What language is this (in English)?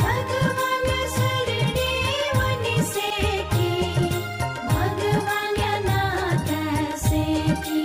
Newari